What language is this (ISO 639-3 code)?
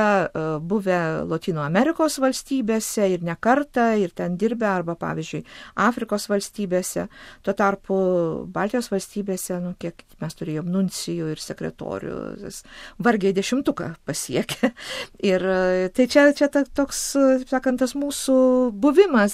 lit